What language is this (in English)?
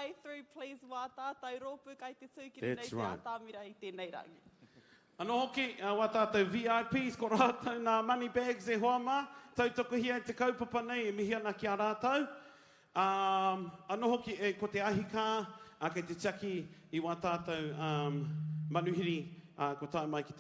Māori